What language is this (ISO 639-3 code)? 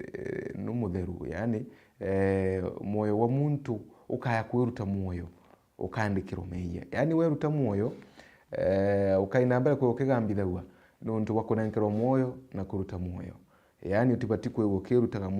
mer